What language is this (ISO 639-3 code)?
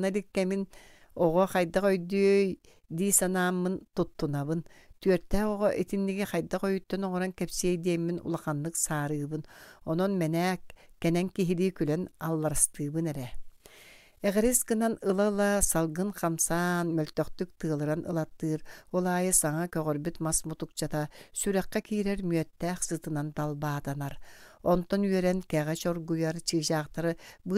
sah